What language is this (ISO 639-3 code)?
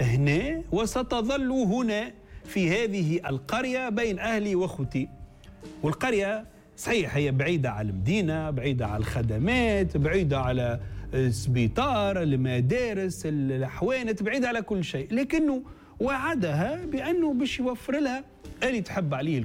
aeb